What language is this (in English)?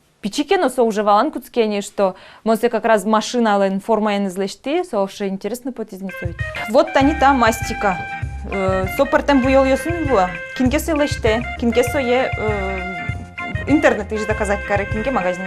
Udmurt